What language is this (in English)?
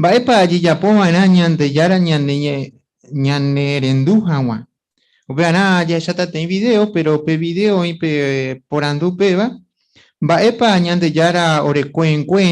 Guarani